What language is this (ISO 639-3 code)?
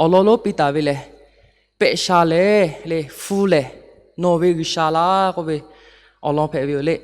lhu